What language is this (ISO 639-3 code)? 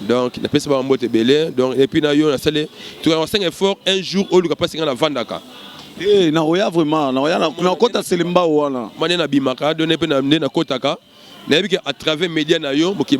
lin